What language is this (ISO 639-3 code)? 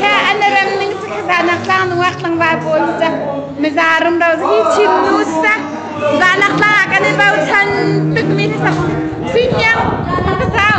cnh